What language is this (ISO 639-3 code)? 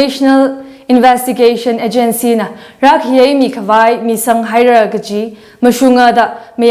nmf